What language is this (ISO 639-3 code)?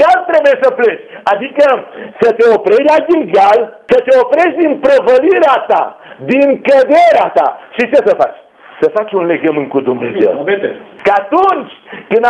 ron